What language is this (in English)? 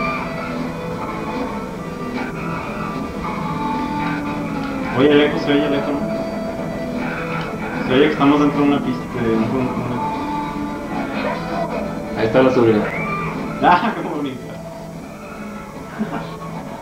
Spanish